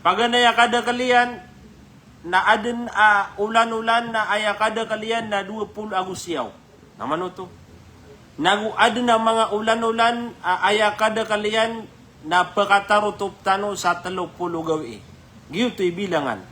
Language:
Maranao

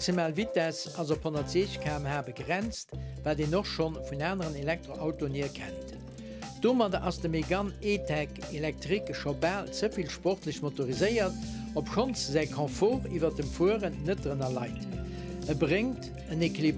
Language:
Luxembourgish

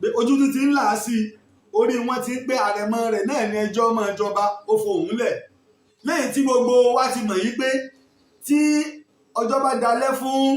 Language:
Yoruba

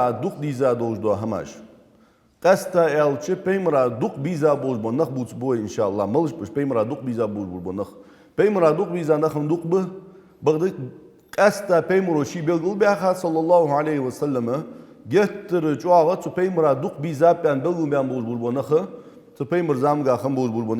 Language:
Ingush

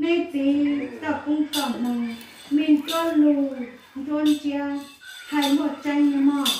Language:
Hmong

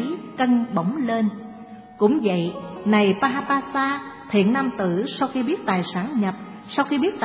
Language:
Vietnamese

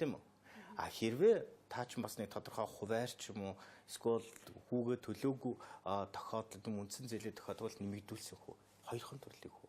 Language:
Mongolian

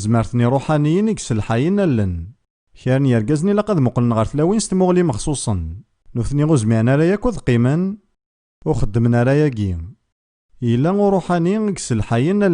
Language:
Kabyle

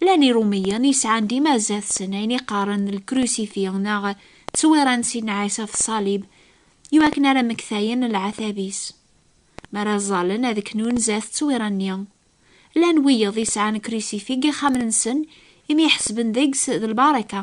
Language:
Kabyle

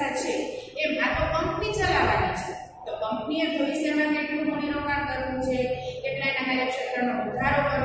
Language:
Gujarati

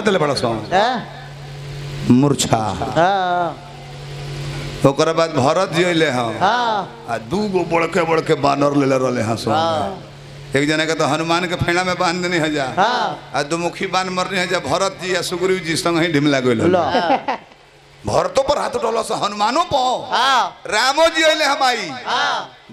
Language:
Bhojpuri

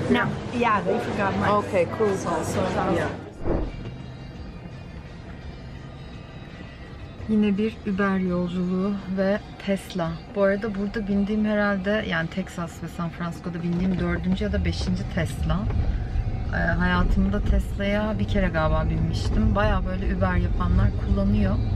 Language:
Turkish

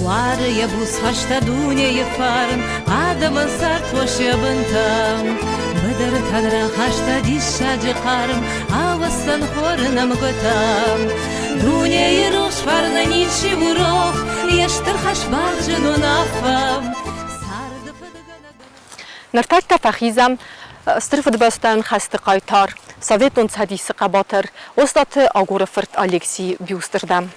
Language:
Ossetic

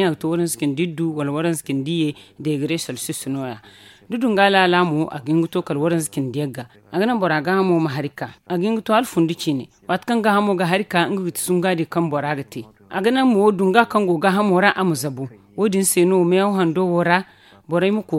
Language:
Zarma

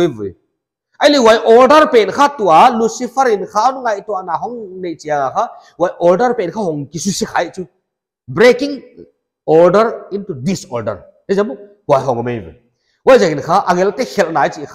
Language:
Paite Chin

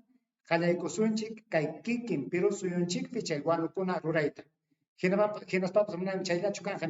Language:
Ayacucho Quechua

